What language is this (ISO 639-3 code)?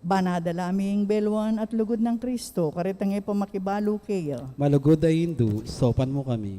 pam